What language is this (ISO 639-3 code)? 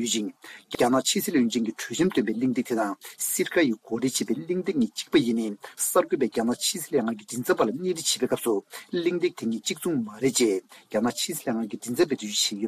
bod